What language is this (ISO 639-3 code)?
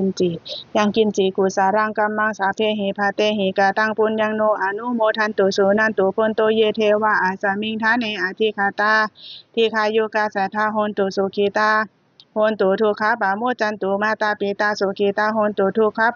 pli